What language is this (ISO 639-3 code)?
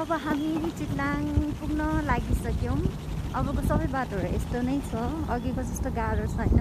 nep